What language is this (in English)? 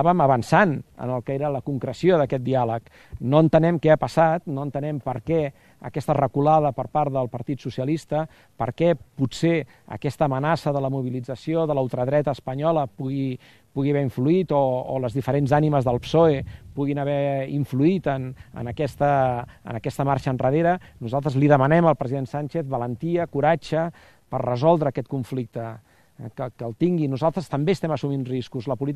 Catalan